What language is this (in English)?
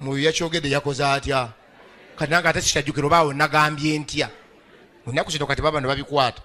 Ganda